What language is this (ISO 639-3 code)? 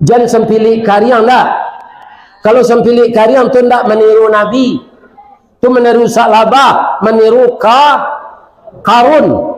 min